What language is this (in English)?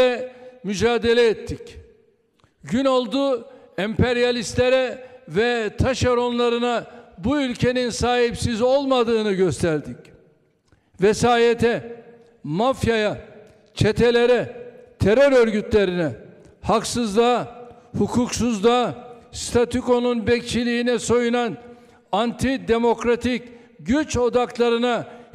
Turkish